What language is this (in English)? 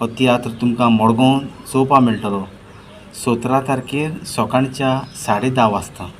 Konkani